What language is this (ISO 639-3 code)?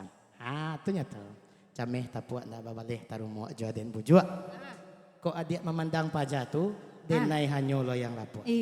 min